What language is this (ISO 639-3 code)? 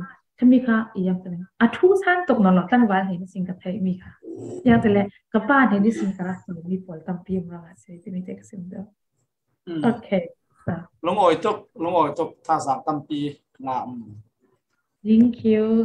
cfm